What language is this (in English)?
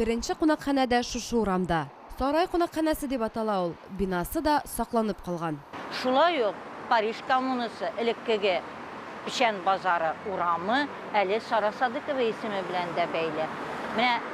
Tatar